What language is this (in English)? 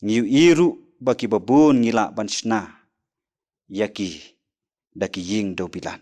Khasi